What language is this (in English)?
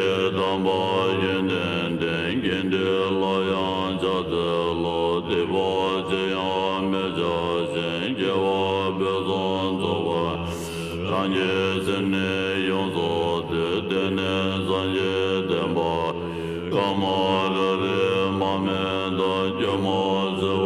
Tem